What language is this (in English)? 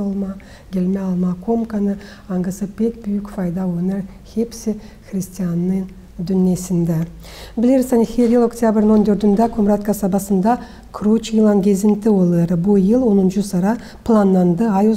Gagauz